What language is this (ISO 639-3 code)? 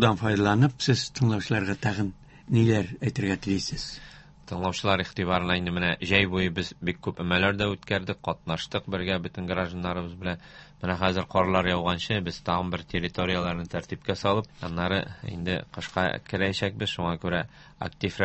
tat